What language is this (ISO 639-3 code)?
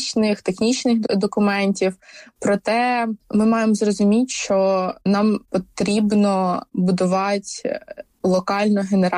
ukr